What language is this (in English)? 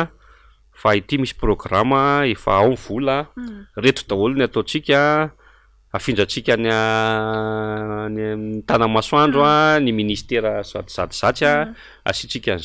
Malagasy